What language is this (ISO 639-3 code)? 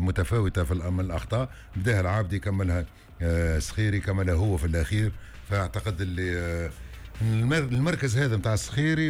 aeb